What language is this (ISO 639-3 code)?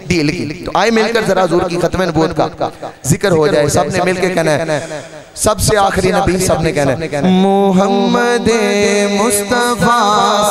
urd